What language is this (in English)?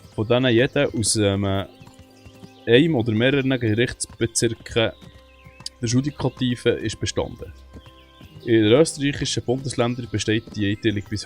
Swiss German